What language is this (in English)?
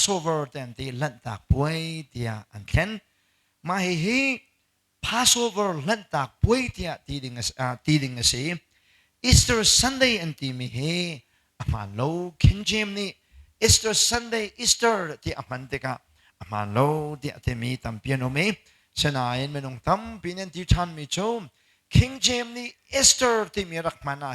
Hakha Chin